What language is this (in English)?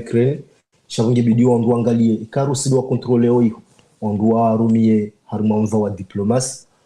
Ngazidja Comorian